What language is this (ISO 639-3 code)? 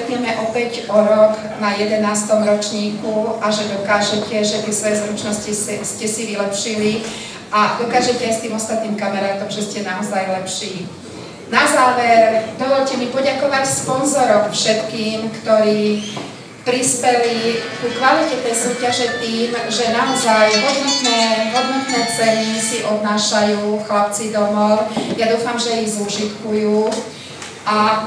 slk